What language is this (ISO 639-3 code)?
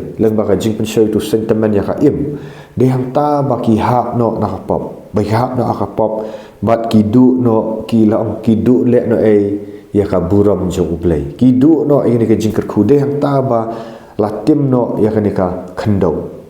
kha